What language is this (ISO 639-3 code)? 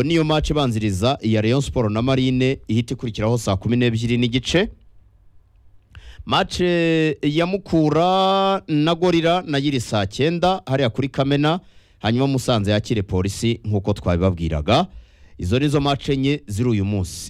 kin